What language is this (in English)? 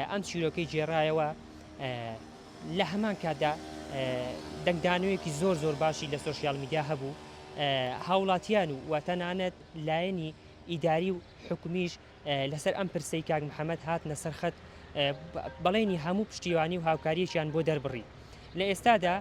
Central Kurdish